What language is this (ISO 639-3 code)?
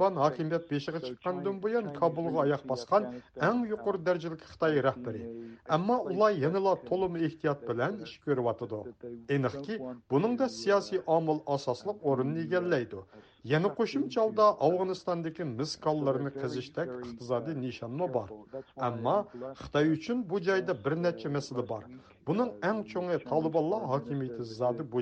uig